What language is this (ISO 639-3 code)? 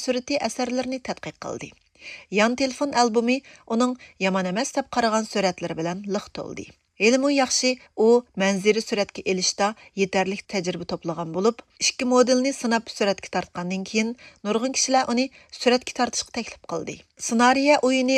uig